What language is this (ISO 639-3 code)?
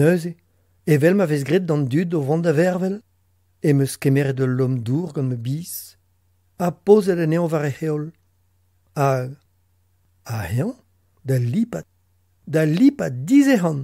bre